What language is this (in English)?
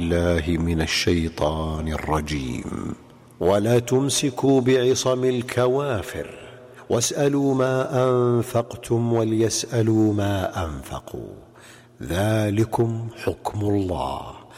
Najdi Arabic